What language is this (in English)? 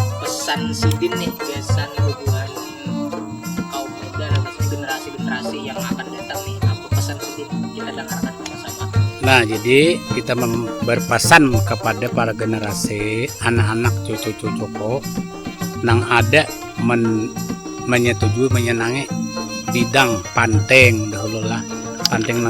Banjar